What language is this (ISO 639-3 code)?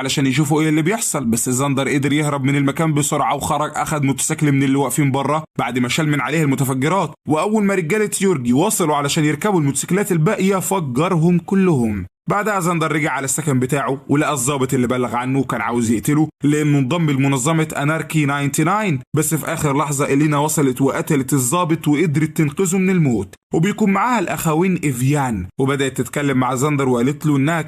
arz